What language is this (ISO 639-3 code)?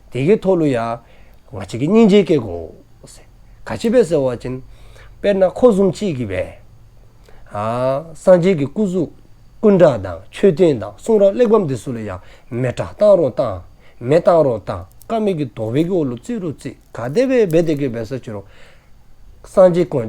dzo